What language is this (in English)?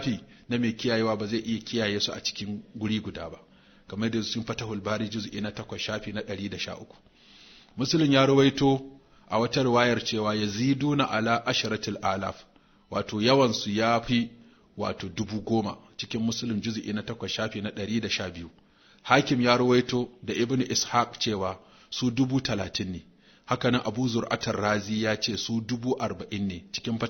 Hausa